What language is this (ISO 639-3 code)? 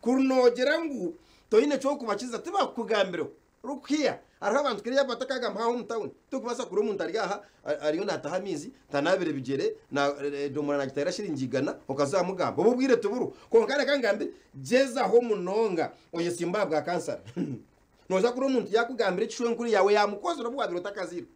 nyn